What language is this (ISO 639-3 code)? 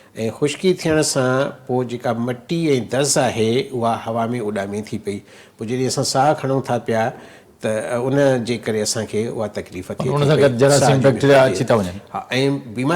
snd